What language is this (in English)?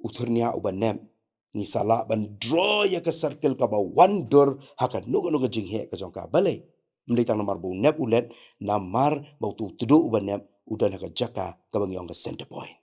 Khasi